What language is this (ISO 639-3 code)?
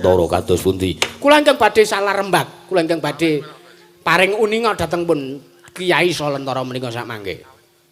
jav